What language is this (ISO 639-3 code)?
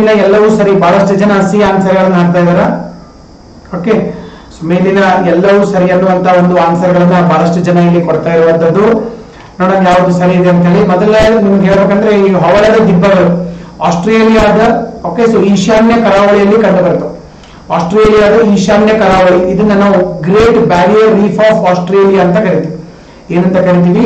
kan